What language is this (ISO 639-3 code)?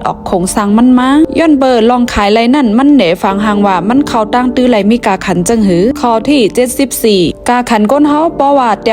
shn